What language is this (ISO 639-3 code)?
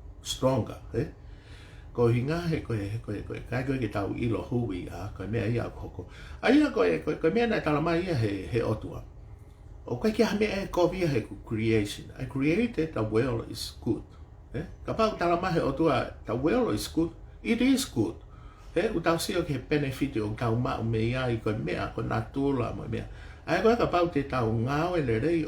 ton